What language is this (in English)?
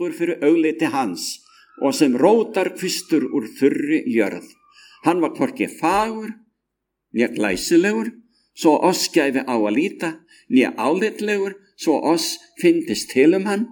Icelandic